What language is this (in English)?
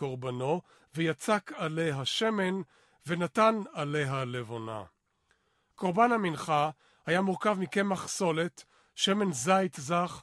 Hebrew